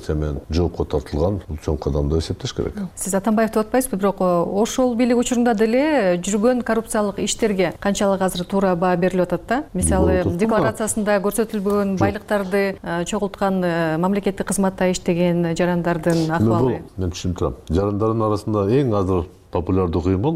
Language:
Kyrgyz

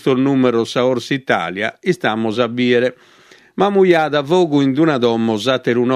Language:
Sardinian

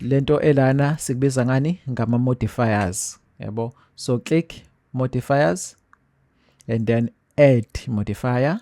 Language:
Zulu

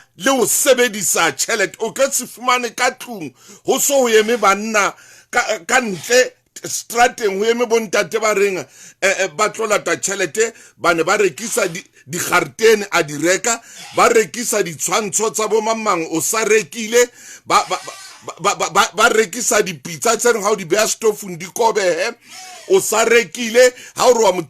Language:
Southern Sotho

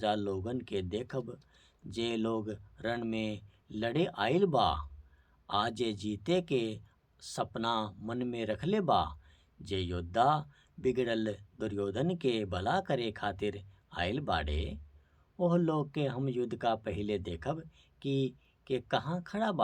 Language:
Bhojpuri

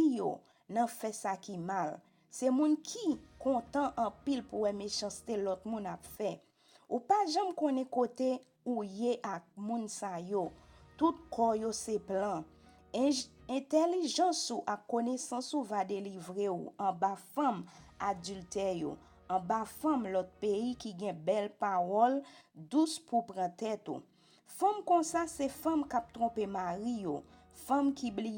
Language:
Haitian Creole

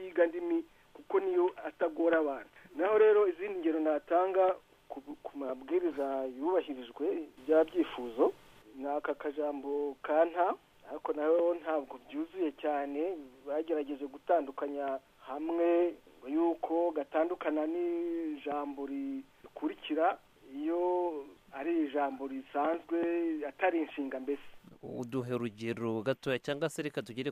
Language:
Kinyarwanda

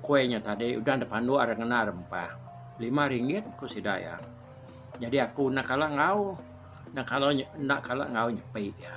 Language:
Iban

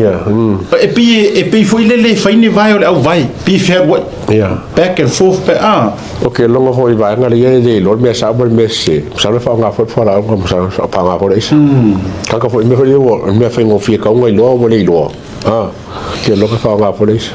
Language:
Samoan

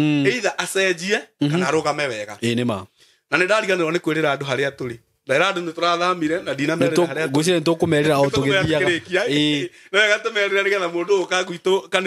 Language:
Kikuyu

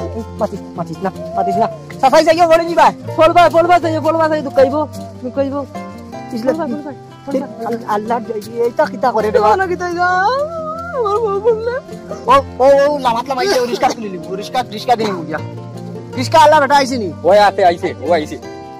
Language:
Sylheti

